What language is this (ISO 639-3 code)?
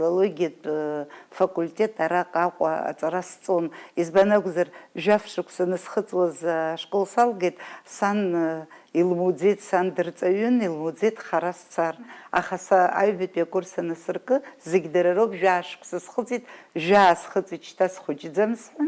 abk